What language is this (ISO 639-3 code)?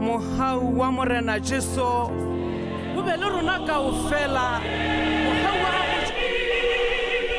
tsn